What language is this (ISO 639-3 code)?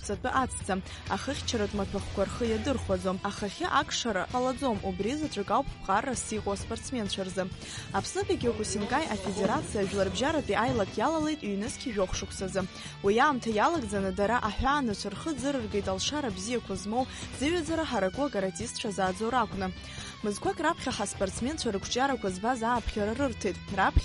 abk